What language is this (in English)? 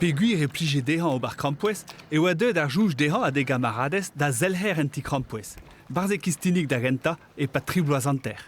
Breton